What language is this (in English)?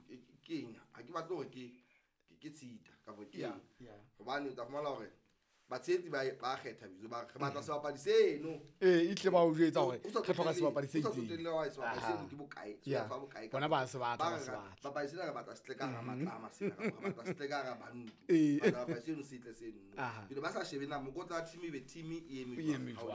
Southern Sotho